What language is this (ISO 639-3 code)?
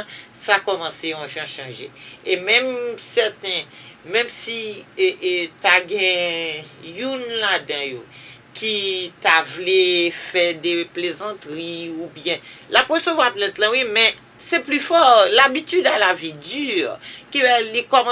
hat